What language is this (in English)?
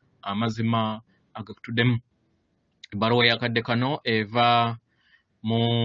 Ganda